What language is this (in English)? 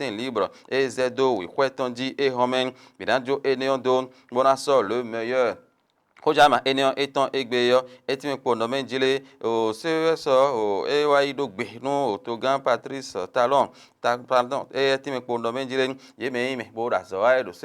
Fon